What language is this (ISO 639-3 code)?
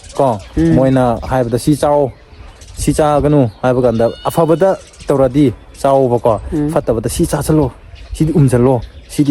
mni